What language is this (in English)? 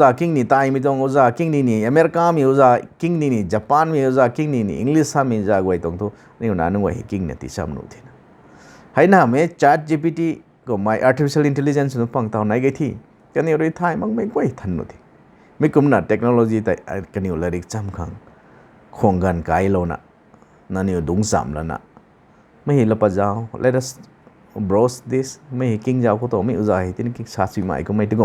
Rongmei Naga